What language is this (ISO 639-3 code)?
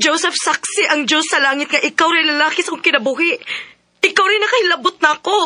ceb